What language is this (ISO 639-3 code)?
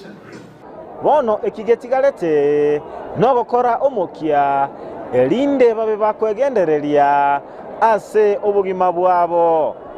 guz